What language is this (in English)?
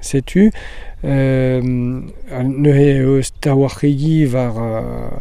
Breton